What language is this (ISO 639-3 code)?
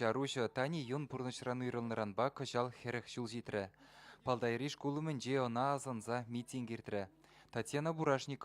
chv